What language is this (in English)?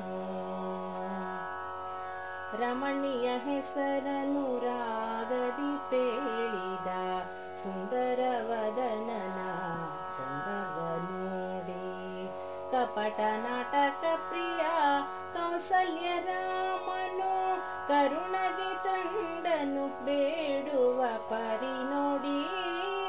Kannada